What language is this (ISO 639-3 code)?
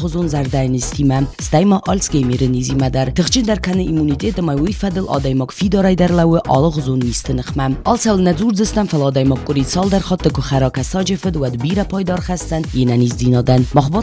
oss